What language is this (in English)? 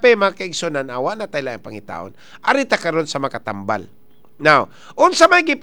Cebuano